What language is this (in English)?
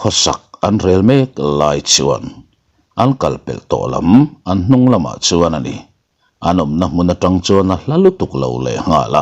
Mizo